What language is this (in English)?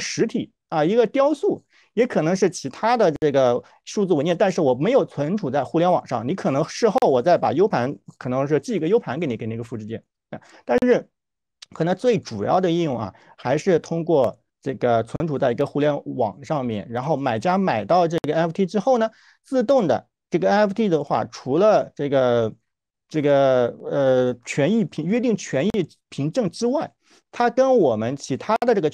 Chinese